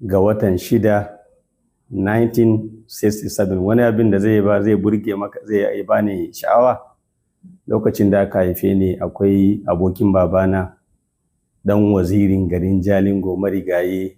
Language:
Hausa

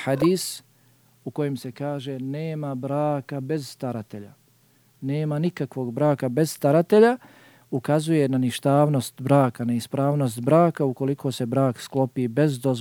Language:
Bosnian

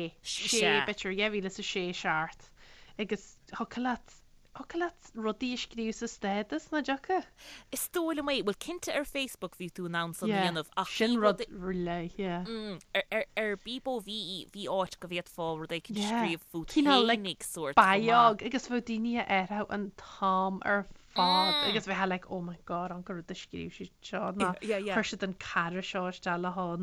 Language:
Irish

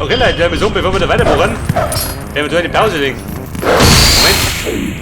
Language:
Bavarian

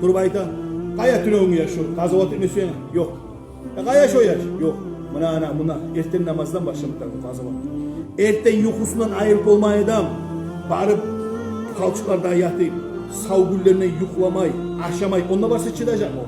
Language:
Kumyk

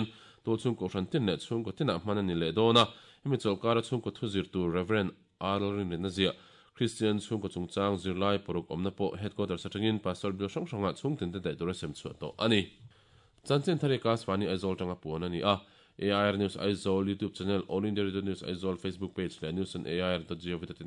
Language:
Mizo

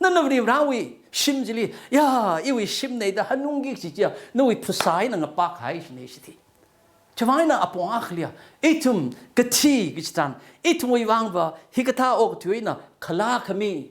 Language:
Tangkhul Naga (India)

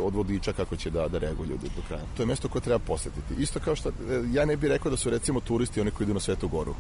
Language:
Serbian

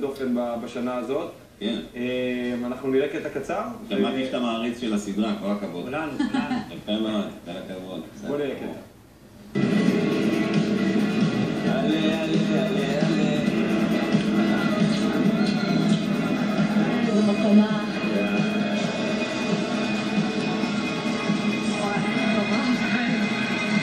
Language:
Hebrew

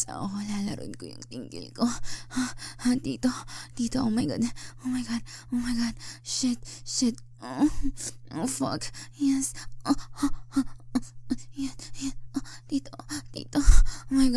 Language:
Filipino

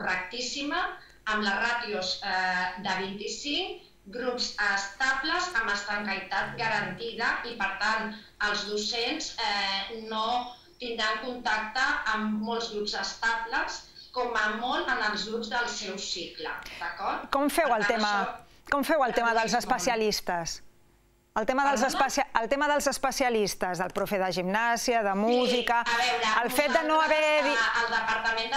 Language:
Catalan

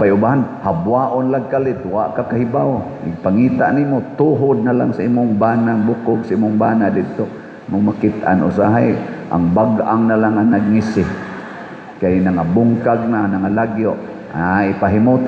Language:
Cebuano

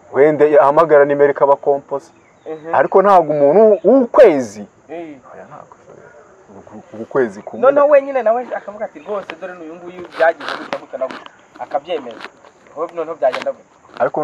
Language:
Kinyarwanda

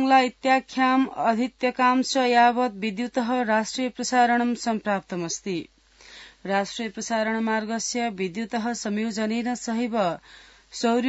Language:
Sanskrit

